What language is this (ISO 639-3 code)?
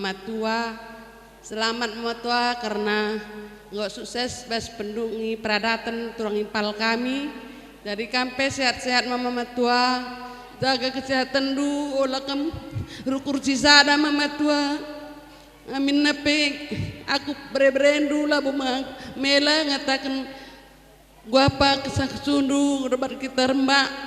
btx